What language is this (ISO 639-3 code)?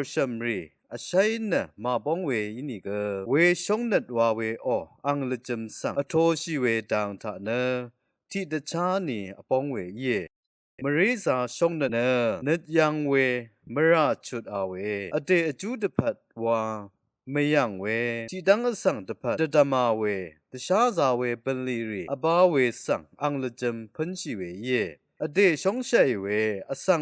raw